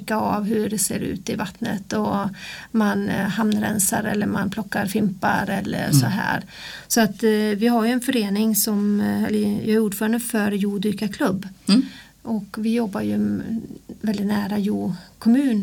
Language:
Swedish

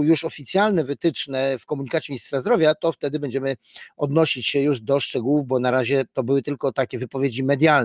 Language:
Polish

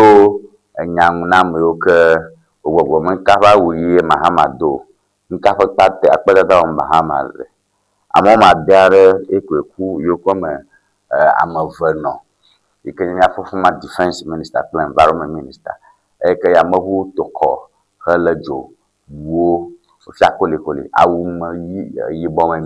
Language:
Ewe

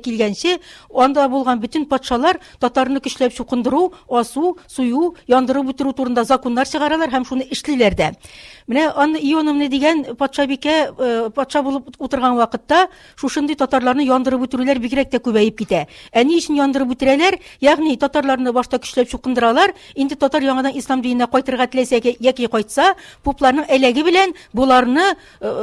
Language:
Tatar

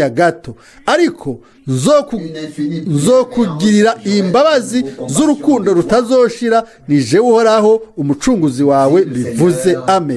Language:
Rundi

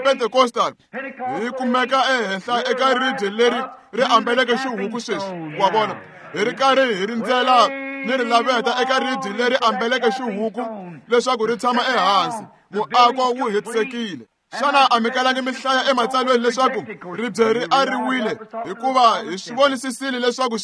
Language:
Tsonga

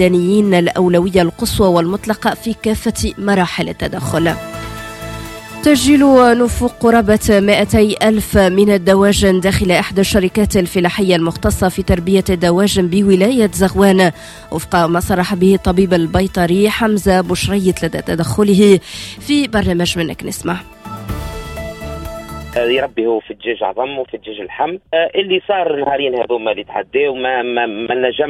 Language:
Tunisian Arabic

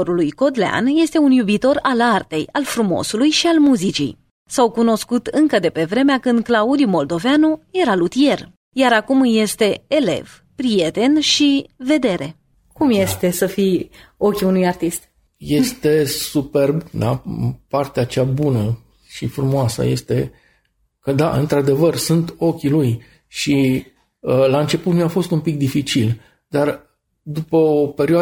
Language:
Romanian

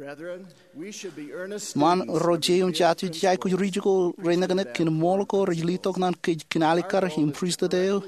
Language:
Marshallese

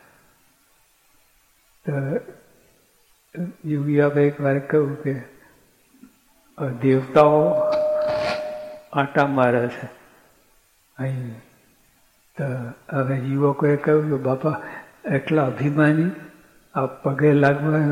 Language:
Gujarati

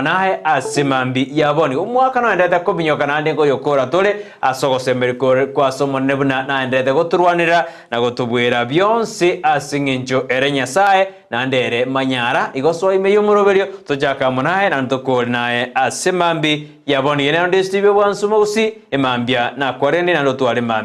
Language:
Gusii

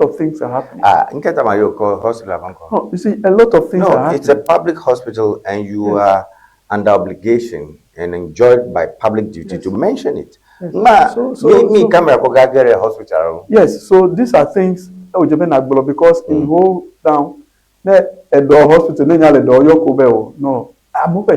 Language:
Ewe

